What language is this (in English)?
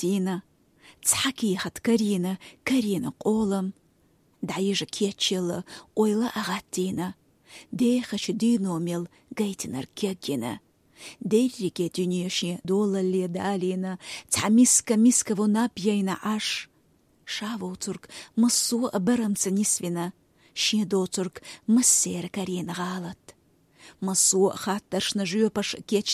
Chechen